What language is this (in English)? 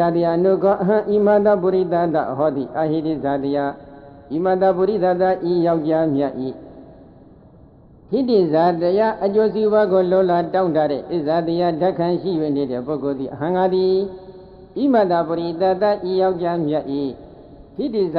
Burmese